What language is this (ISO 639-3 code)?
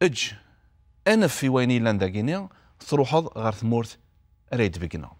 kab